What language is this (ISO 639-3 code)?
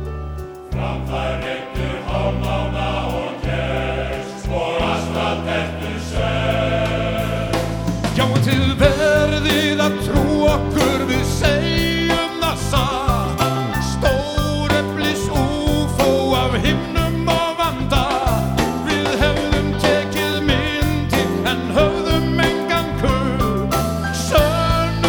isl